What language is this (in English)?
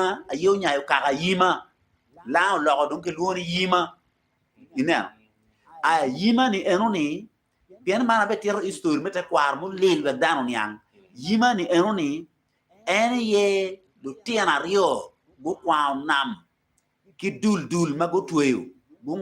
Acoli